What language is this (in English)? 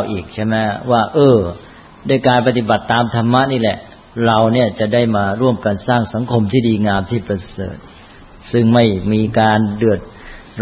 Thai